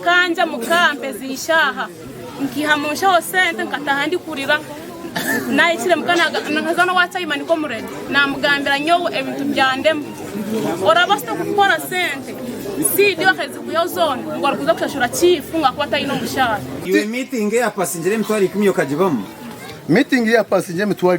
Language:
Nyankole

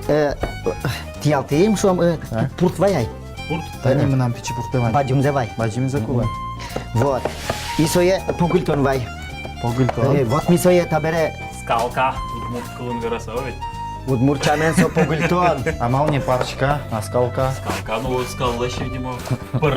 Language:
Udmurt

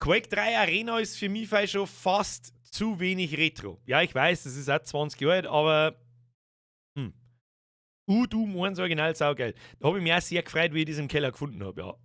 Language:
Bavarian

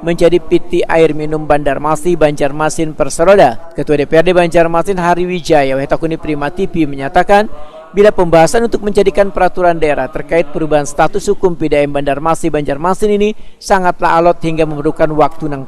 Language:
Banjar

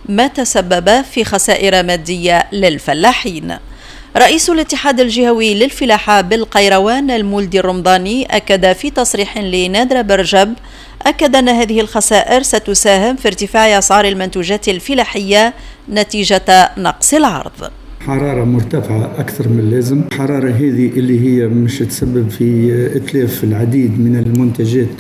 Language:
Arabic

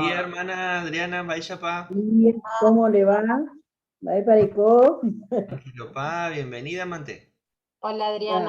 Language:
Guarani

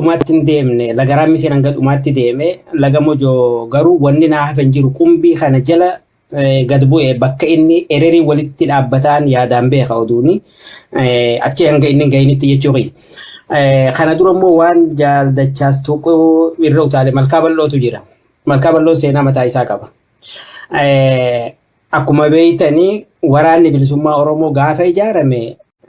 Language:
Oromo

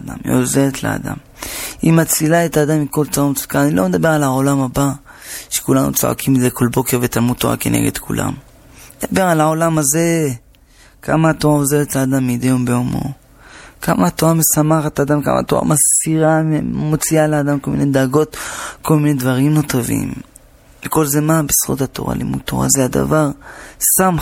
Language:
Hebrew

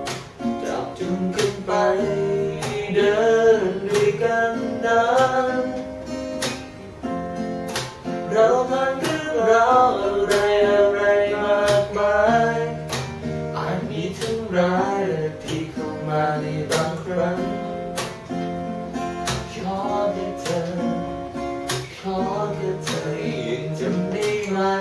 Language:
Thai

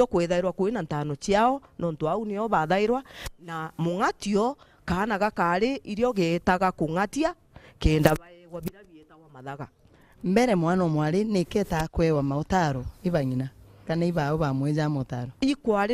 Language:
Meru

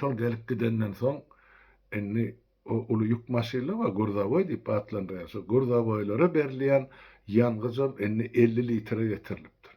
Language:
Turkmen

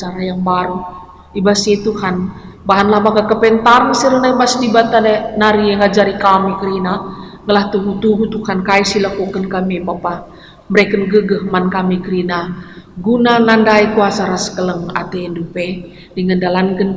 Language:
Batak Karo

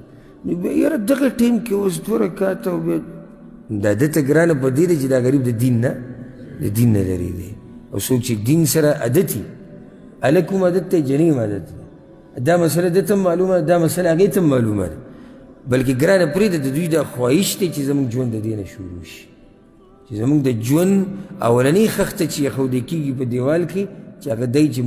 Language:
Pashto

